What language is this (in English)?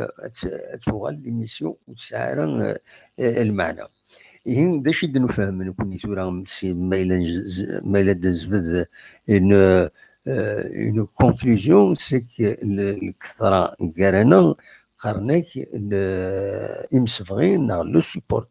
Kabyle